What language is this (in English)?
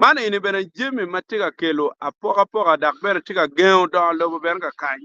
Acoli